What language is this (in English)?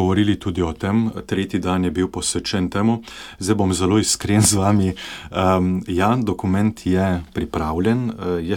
Slovenian